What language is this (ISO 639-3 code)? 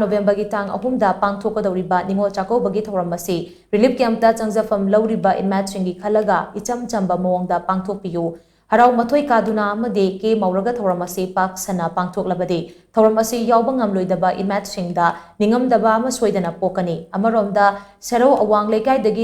mni